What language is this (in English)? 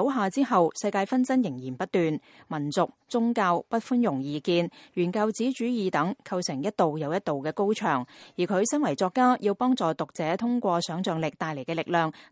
Cantonese